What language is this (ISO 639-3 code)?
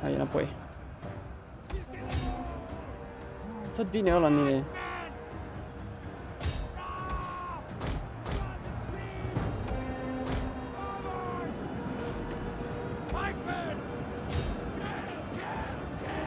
ron